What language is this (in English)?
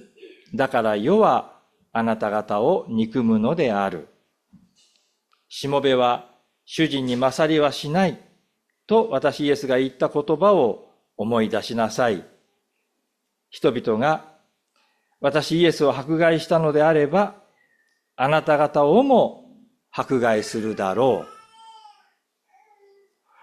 Japanese